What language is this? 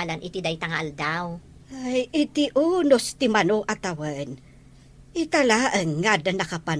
Iloko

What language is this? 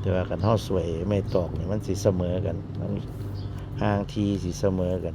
Lao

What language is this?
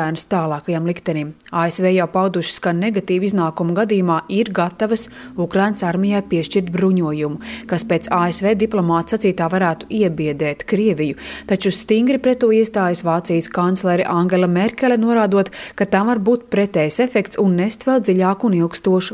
Latvian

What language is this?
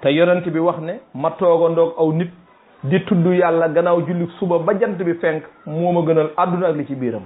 Wolof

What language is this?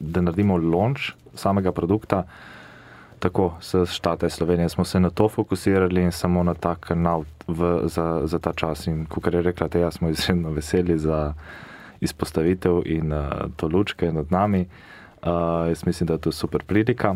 Slovenian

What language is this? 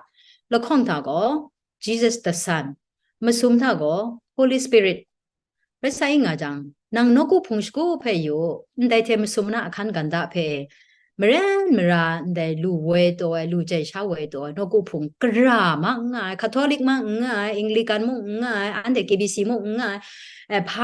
Kachin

